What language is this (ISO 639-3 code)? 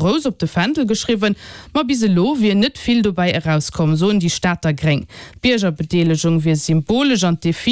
ltz